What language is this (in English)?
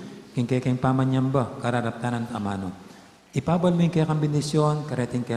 Pampanga